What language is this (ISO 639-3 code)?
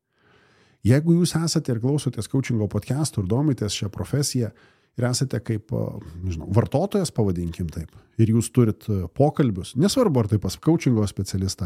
lit